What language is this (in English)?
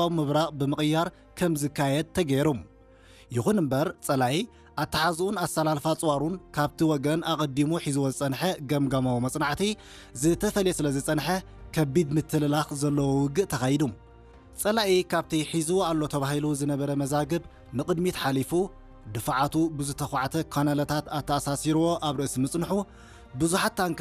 Tigrinya